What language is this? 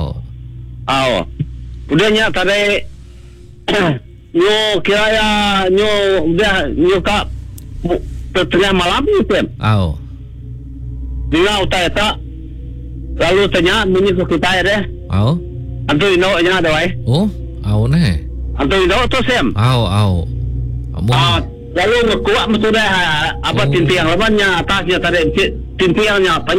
Iban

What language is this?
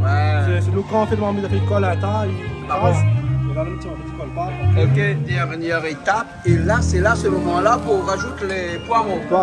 Réunion Creole French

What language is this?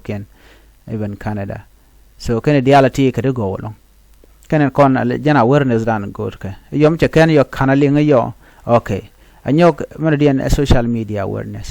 Nuer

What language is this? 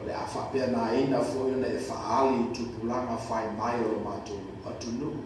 Samoan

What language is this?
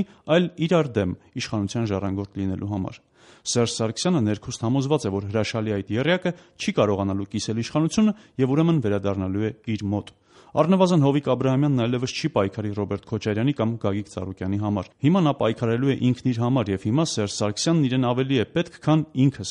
Armenian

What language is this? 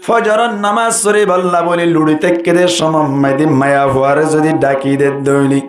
Rohingya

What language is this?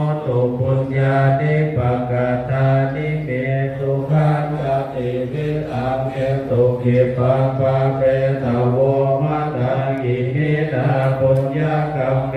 Pali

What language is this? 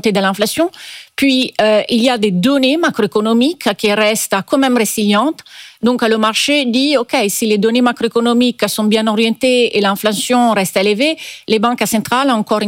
French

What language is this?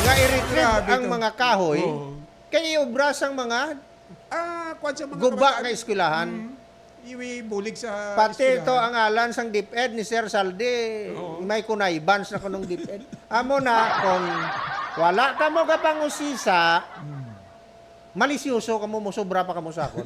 Hiligaynon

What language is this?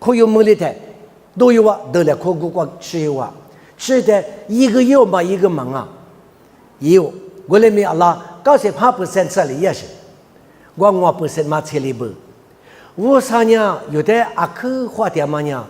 Lisu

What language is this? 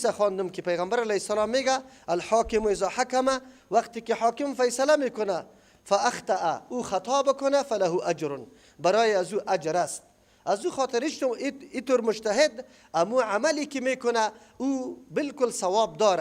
Persian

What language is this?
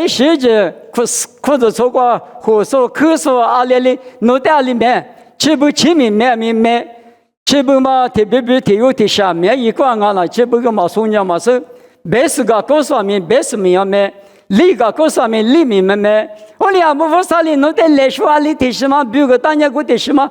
Lisu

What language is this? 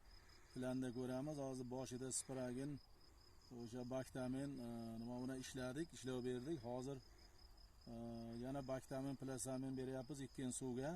Uzbek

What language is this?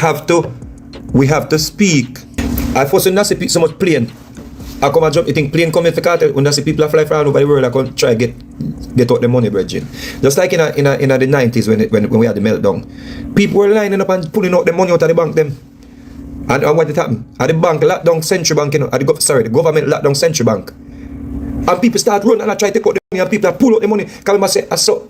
Jamaican Creole English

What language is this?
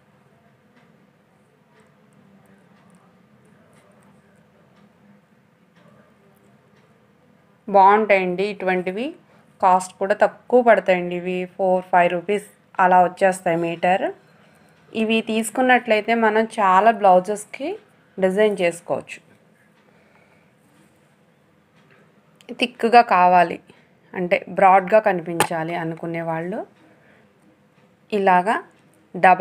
Telugu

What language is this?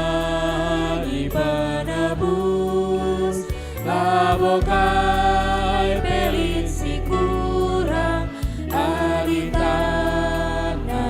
Batak Karo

